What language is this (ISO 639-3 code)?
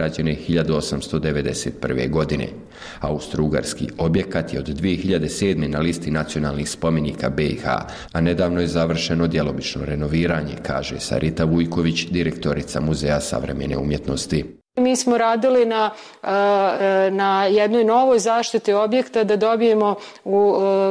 bos